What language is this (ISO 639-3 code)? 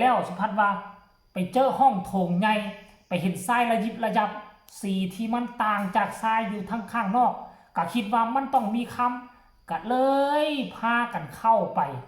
lao